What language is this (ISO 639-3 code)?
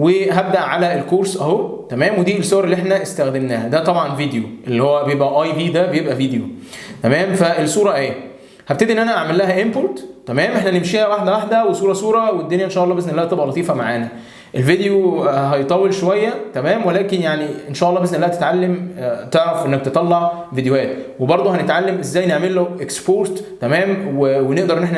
arz